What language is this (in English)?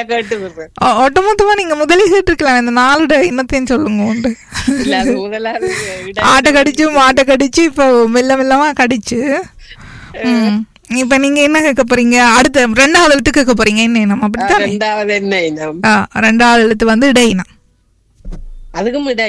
Tamil